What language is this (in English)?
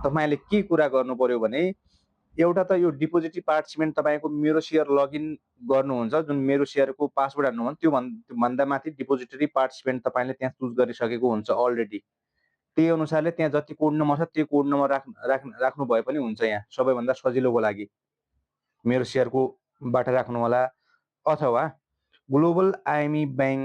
Nepali